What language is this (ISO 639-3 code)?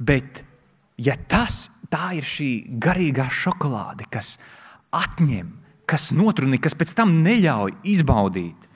lav